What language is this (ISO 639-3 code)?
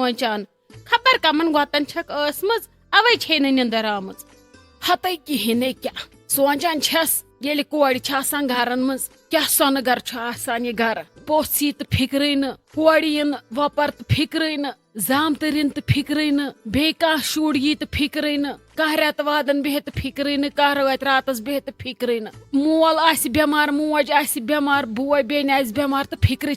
kas